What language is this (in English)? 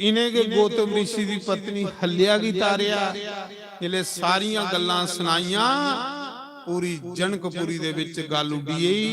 Dogri